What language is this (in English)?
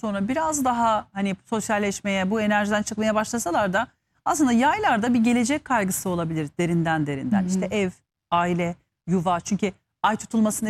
Turkish